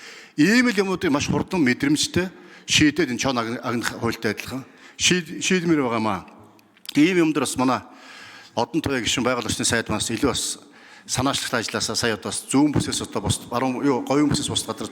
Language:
Mongolian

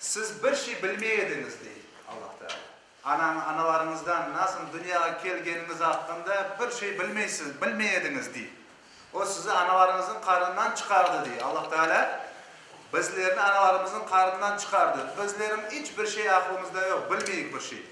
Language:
Crimean Tatar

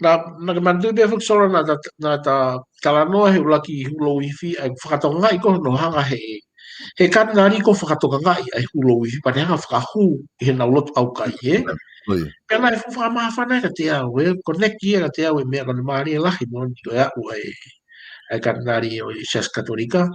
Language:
Tongan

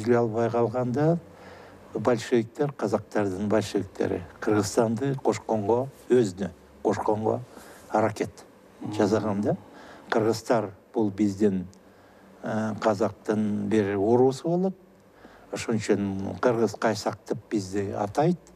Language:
Kyrgyz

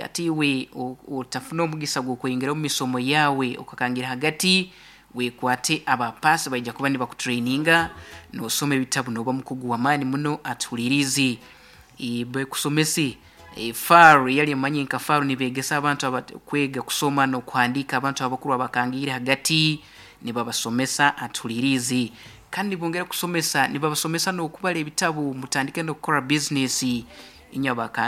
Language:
Nyoro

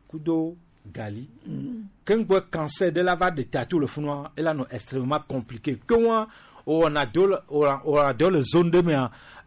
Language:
Gen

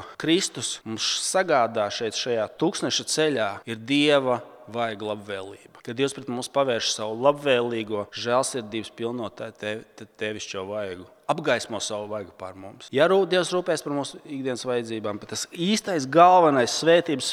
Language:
Latvian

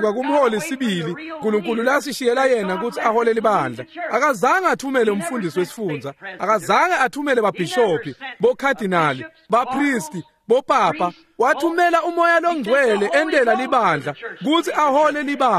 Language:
Swati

